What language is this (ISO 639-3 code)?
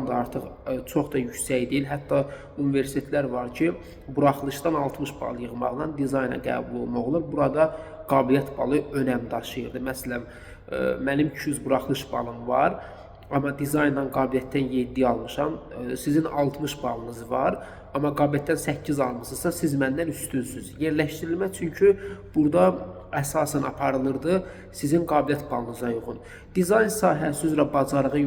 aze